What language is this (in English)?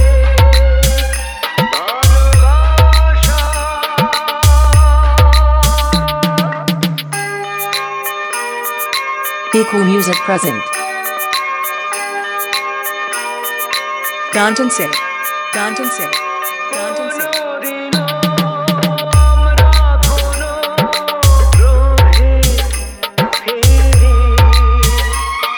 Bangla